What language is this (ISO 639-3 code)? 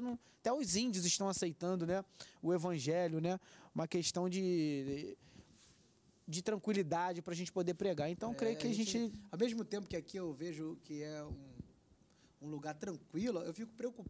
por